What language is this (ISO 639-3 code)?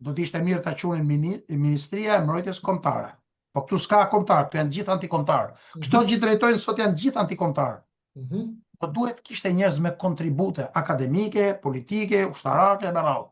sqi